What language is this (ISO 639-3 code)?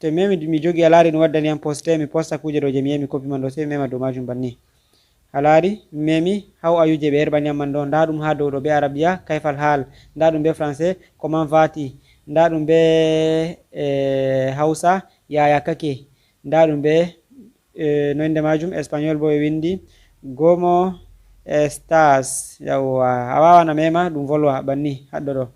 ful